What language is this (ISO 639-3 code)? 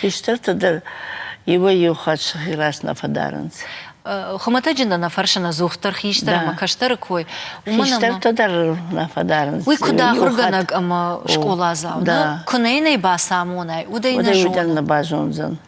oss